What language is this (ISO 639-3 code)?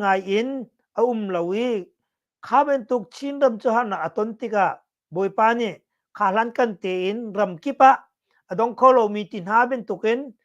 cnh